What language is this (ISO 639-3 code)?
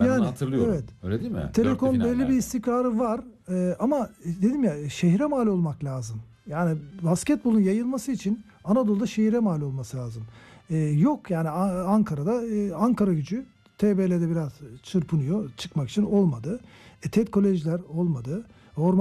tur